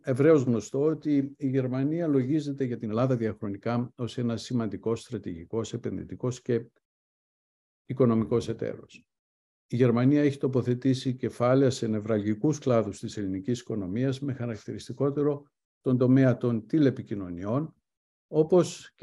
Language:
Greek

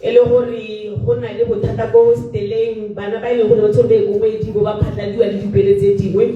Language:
Tswana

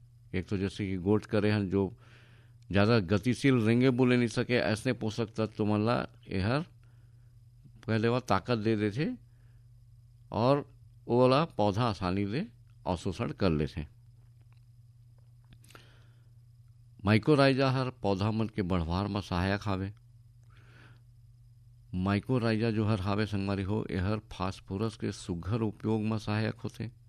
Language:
Chhattisgarhi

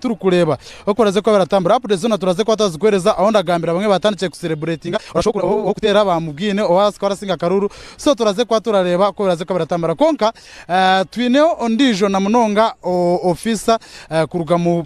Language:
Nyankole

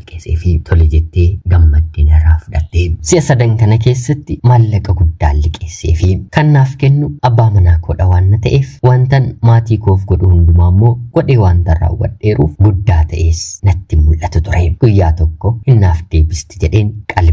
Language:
Oromo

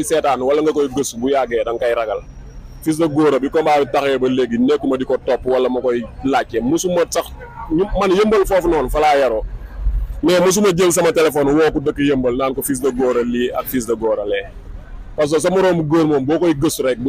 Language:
Wolof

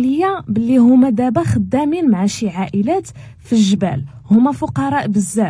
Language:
Moroccan Arabic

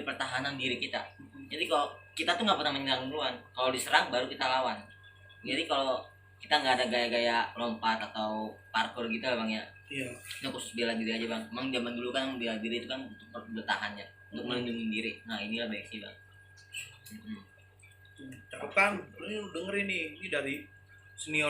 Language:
Betawi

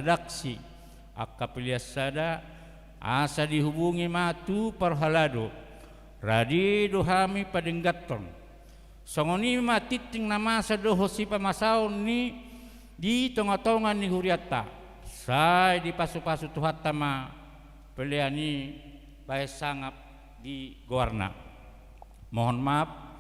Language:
Batak Toba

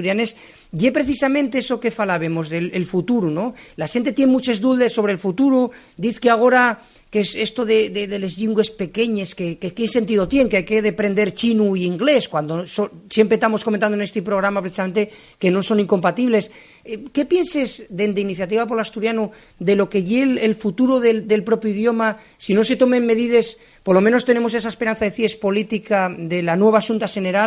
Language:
Asturian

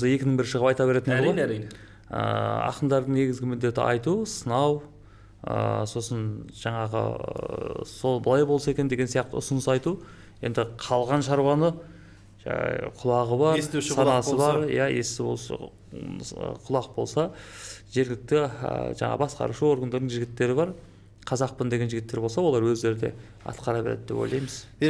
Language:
Kazakh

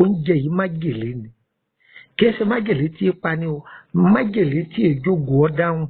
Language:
Yoruba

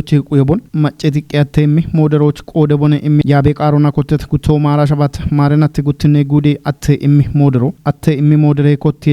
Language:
Kafa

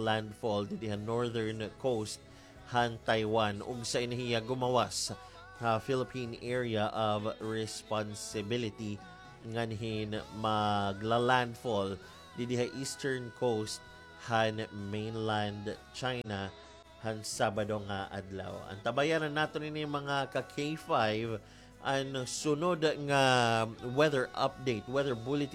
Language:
Waray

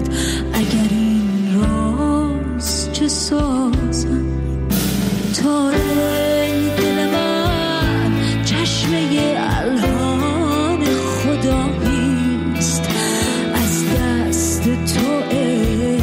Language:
Persian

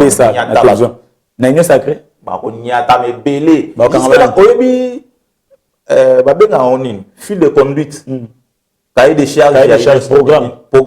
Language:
Lingala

